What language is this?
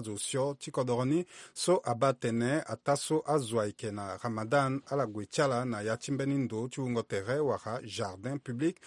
Sango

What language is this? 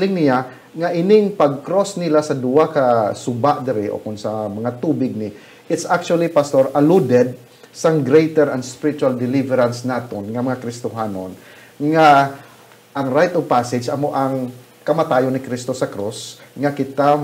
Hiligaynon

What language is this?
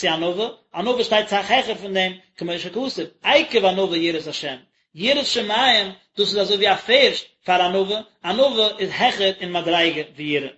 Yiddish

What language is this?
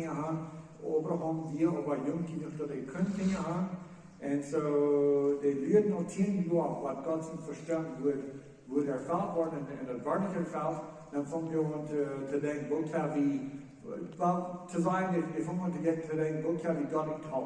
Plautdietsch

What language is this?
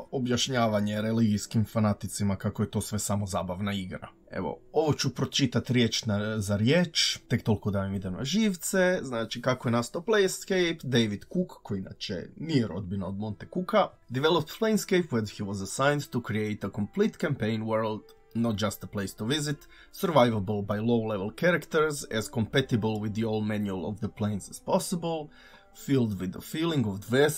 Croatian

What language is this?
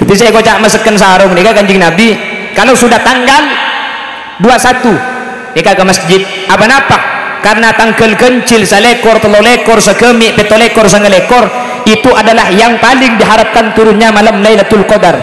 Madurese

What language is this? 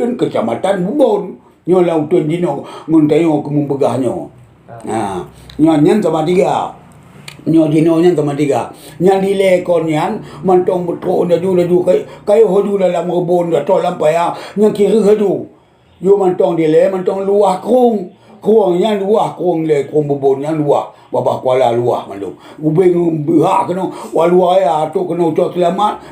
Achinese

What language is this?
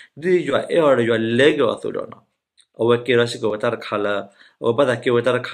S'gaw Karen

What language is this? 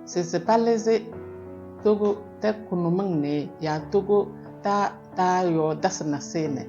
Kabiyè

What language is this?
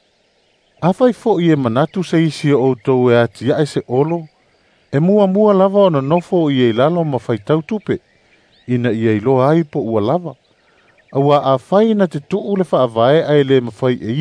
Samoan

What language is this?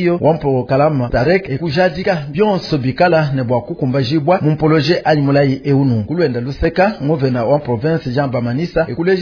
Luba-Lulua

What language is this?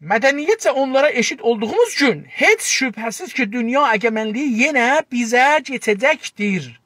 South Azerbaijani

